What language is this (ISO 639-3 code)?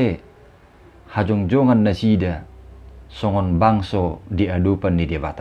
bbc